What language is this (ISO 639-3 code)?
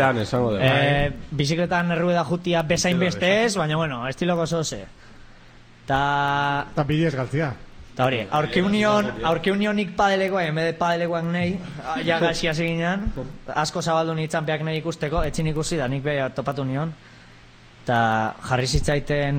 eus